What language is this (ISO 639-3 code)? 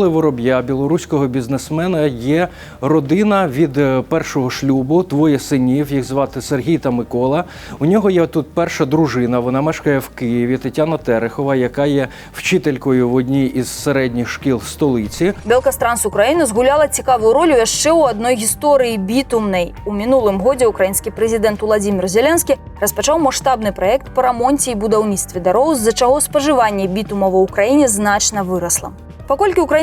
bel